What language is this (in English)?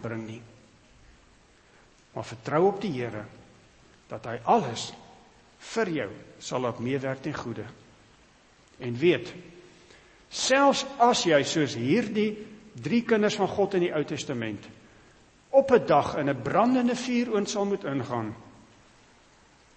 Afrikaans